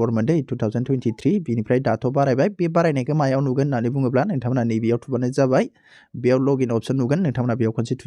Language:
Bodo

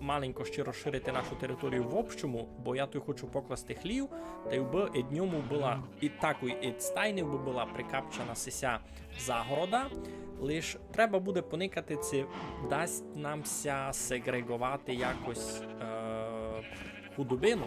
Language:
Rusyn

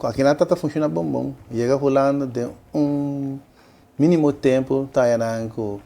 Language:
Papiamento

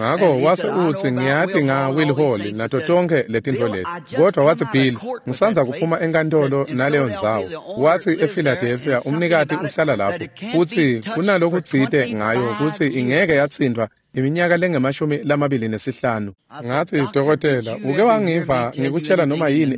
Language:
Swati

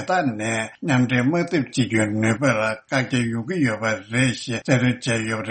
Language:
Tibetan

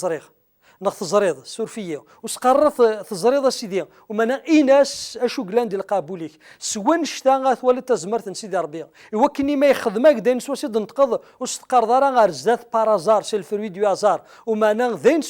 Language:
Kabyle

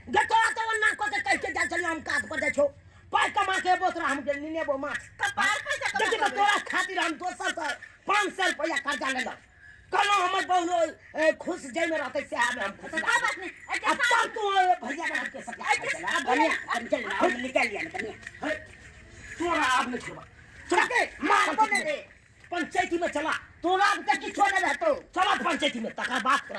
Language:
Maithili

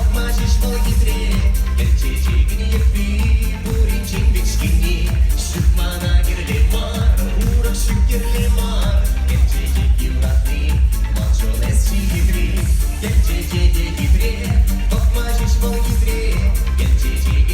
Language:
Chuvash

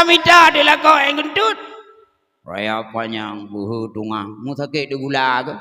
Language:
Achinese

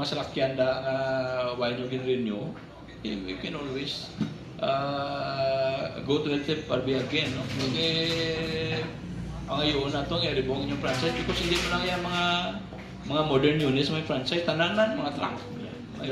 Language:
Hiligaynon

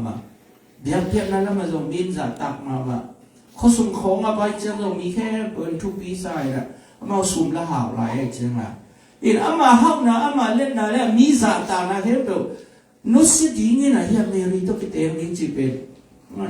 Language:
Tedim Chin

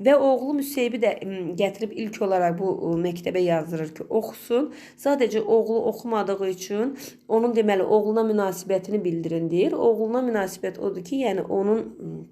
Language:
Azerbaijani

